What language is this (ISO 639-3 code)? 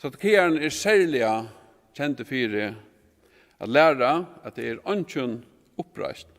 fao